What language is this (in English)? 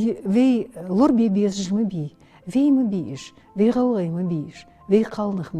Ingush